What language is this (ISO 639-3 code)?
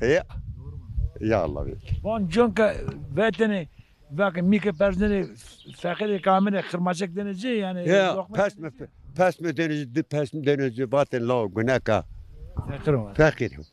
zza